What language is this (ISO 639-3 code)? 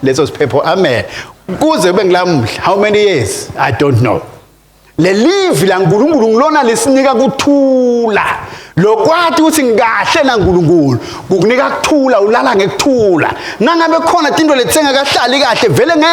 ssw